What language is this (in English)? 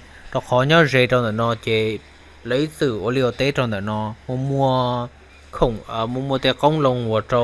Hmong